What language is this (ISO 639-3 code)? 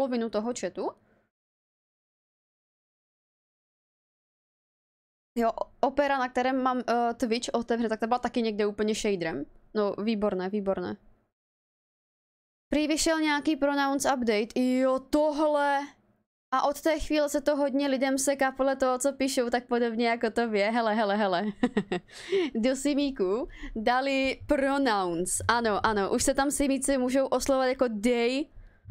ces